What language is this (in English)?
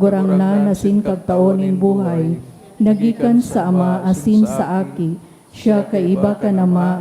Bikol